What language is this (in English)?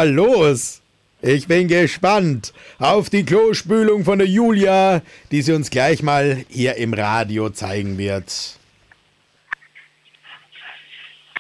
German